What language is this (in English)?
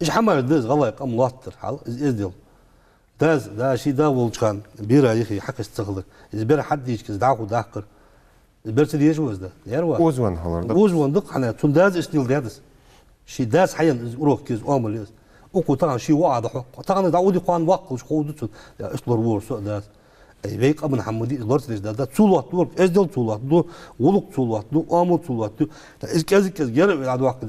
Ingush